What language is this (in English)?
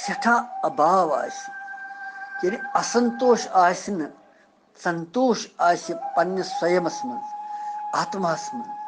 Kashmiri